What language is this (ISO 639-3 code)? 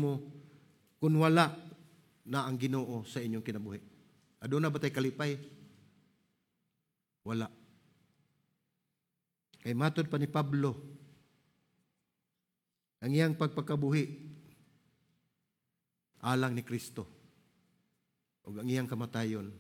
ceb